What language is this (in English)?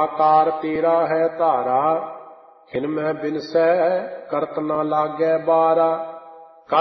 Punjabi